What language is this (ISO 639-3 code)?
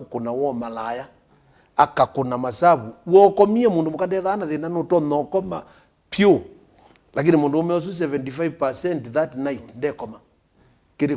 kam